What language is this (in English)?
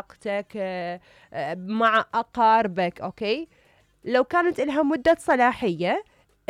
Mesopotamian Arabic